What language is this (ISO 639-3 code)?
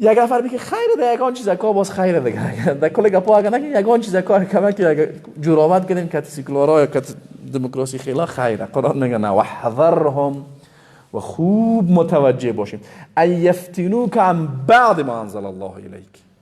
fas